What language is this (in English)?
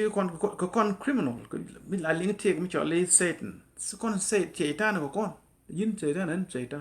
Nuer